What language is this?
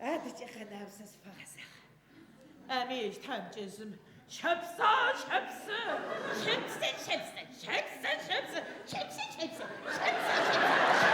Adyghe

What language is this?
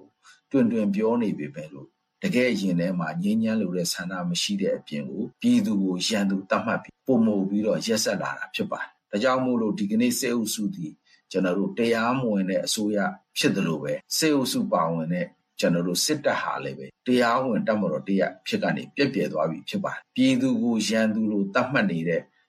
Burmese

